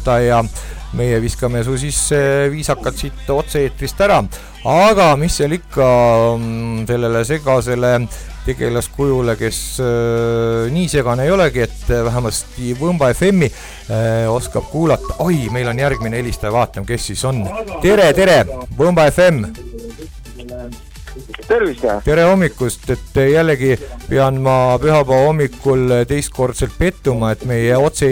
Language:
Estonian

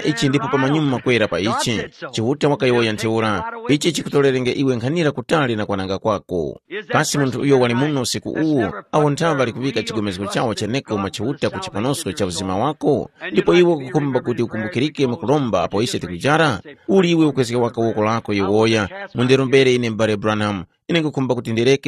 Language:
Tumbuka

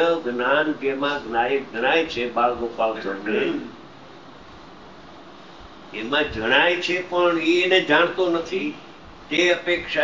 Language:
Gujarati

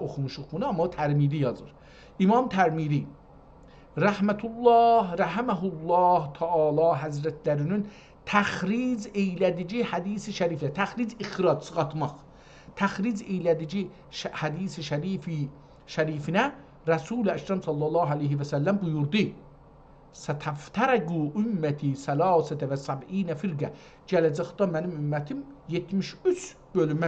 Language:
South Azerbaijani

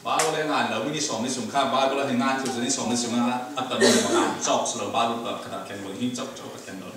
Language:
Falam Chin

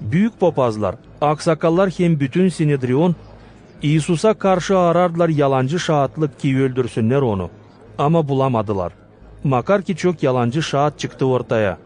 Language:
Gagauz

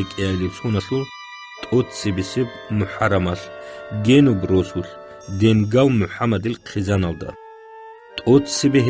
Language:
Avaric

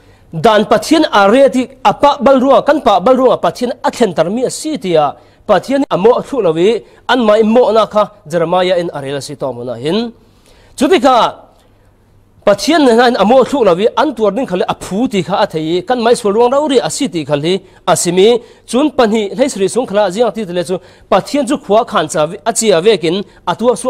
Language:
Falam Chin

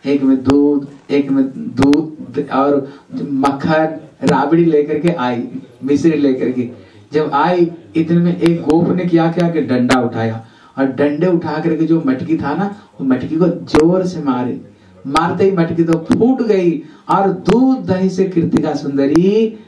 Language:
Hindi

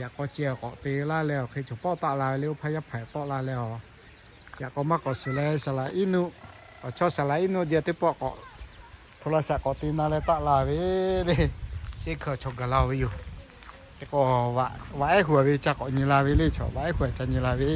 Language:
Lahu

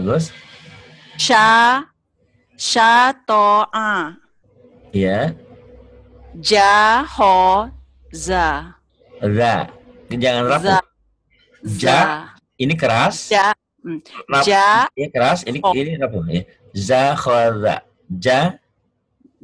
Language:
Indonesian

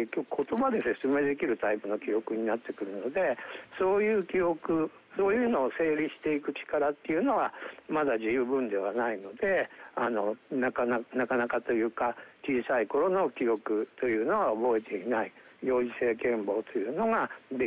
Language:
Japanese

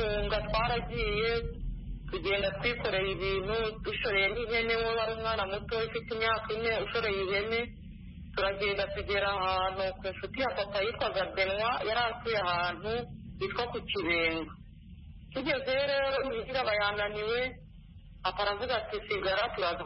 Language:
Kinyarwanda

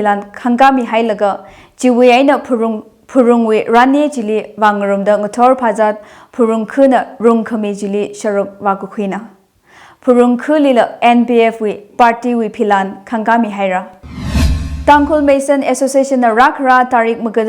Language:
Tangkhul Naga (India)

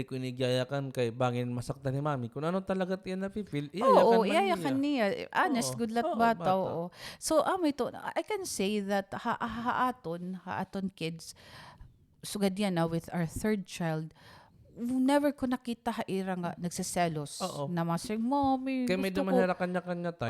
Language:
Waray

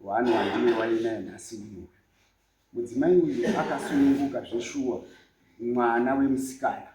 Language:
Shona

